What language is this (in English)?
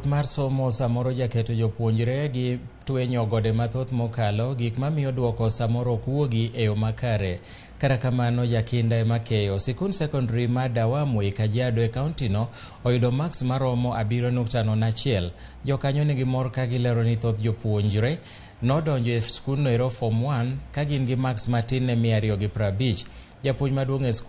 Luo (Kenya and Tanzania)